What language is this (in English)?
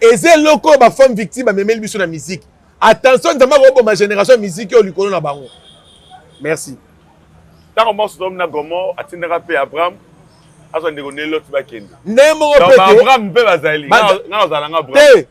Lingala